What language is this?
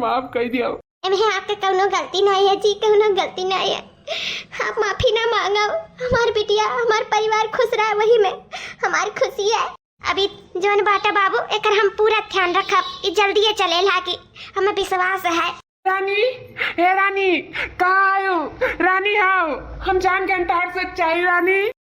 Awadhi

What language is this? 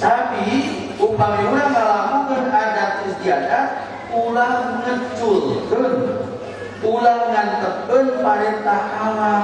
Sundanese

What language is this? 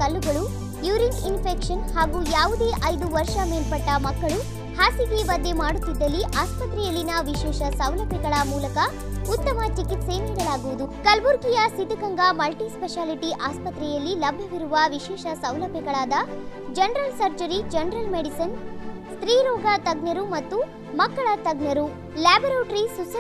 Kannada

